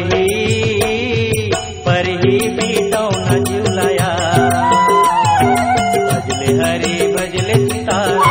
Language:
Chhattisgarhi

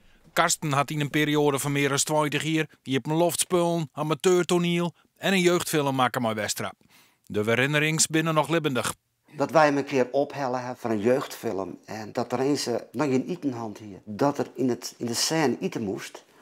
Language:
Western Frisian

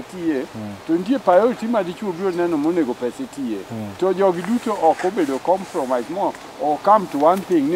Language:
Luo (Kenya and Tanzania)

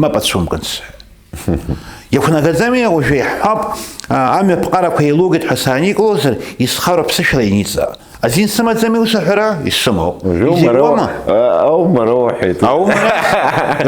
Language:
Abkhazian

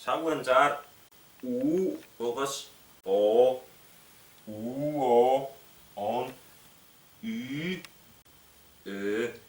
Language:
Tuvinian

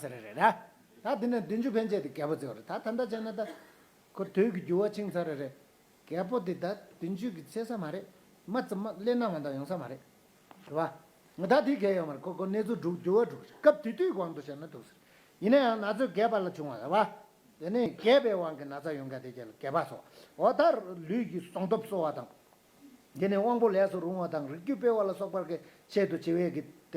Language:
Tibetan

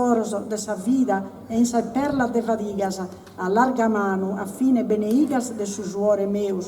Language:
Sardinian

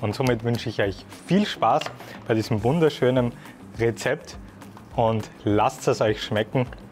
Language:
German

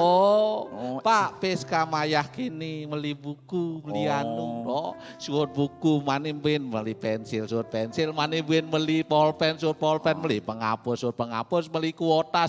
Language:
Balinese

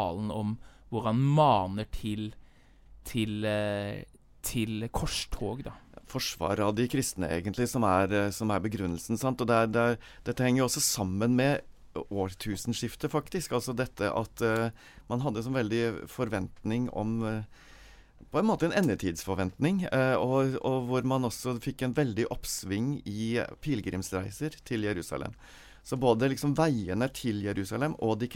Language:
Norwegian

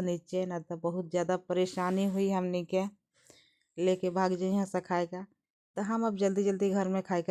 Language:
Bhojpuri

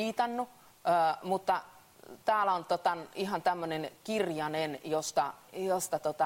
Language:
Finnish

